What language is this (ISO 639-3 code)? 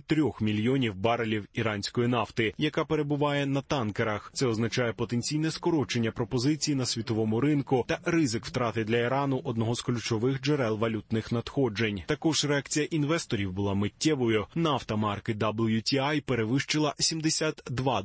ukr